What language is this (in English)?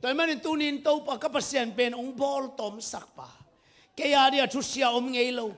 Tedim Chin